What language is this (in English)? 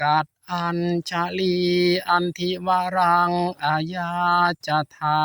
Pali